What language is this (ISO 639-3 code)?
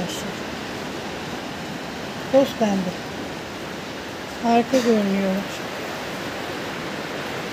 tur